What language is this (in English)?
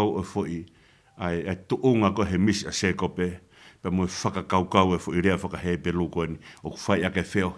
Tongan